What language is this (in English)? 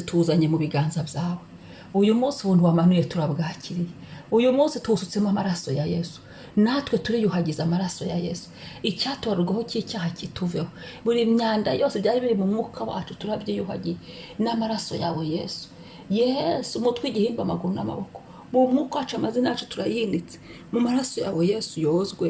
Kinyarwanda